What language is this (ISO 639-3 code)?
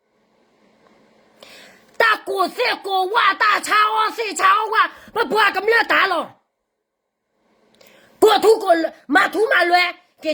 ksw